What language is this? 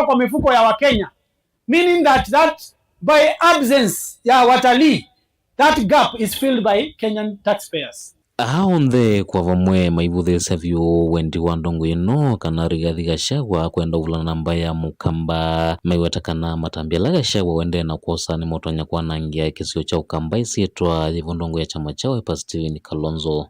Kamba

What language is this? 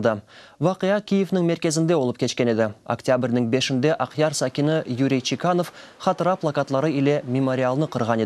Crimean Tatar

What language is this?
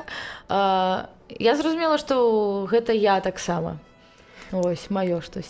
Belarusian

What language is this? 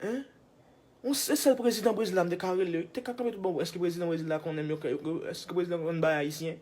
Haitian Creole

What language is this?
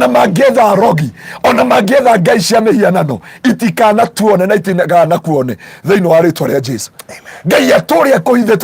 Kikuyu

